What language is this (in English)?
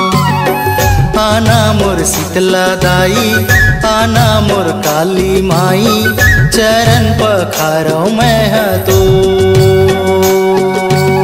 Chhattisgarhi